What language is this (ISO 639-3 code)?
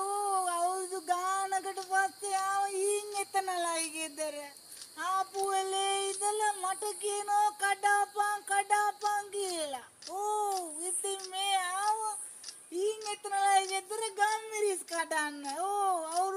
sin